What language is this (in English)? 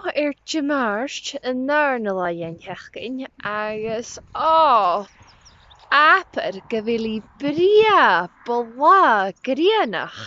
Scottish Gaelic